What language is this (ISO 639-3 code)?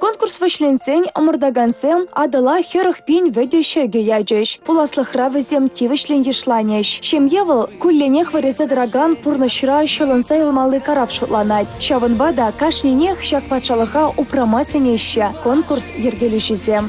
chv